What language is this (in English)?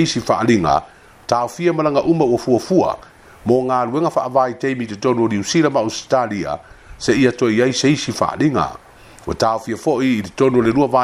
Samoan